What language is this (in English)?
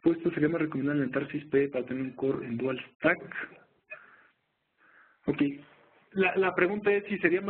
Spanish